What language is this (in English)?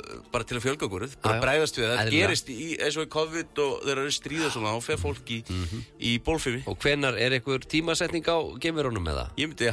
Icelandic